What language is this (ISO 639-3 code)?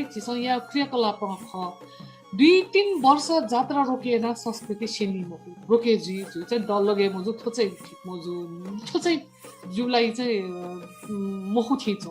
new